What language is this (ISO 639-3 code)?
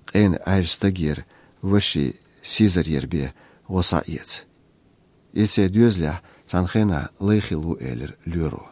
che